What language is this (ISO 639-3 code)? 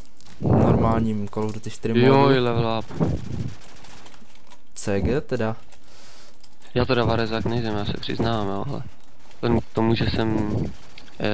ces